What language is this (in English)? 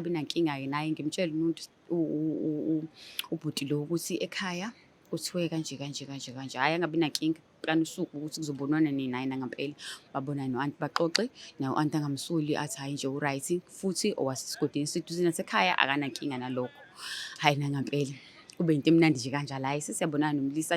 Zulu